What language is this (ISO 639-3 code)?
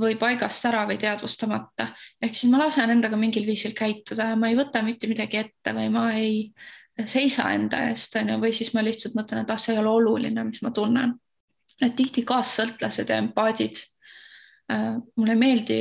est